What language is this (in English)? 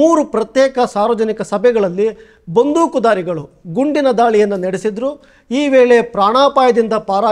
Kannada